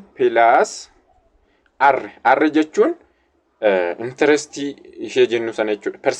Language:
Oromo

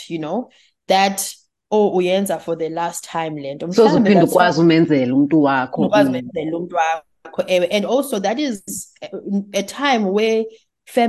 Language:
Xhosa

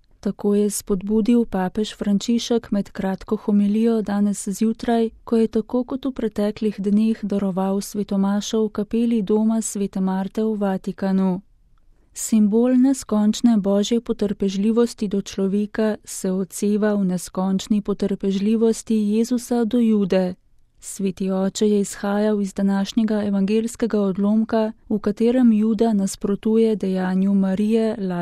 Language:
Slovenian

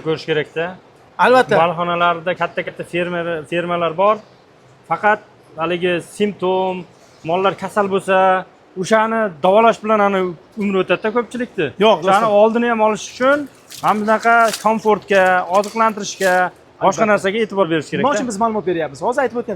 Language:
Uzbek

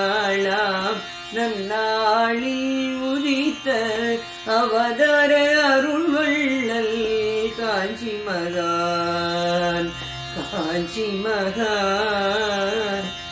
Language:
Tamil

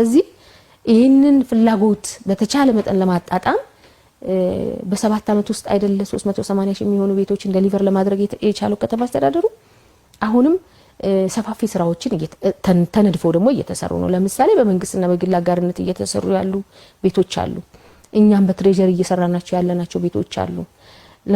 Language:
Amharic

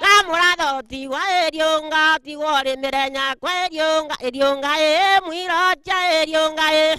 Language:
Meru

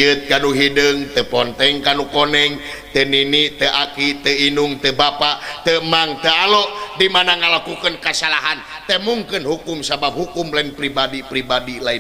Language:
Sundanese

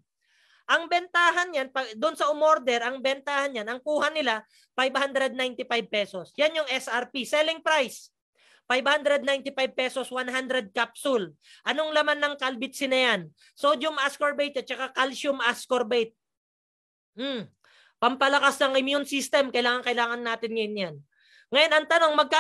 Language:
Filipino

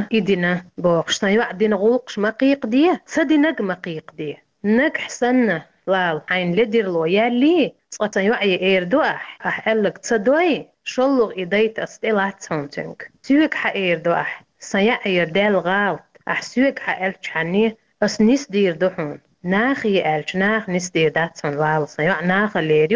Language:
Chechen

